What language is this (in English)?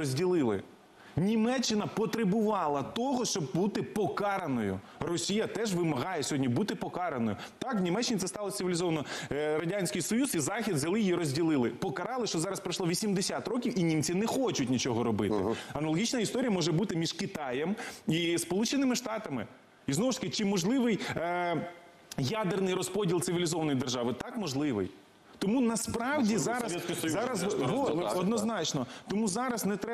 Ukrainian